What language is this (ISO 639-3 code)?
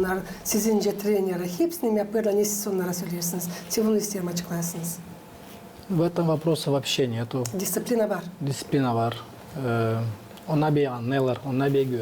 gag